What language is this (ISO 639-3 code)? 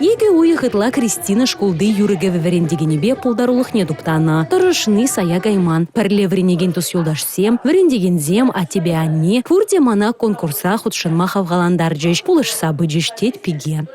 chv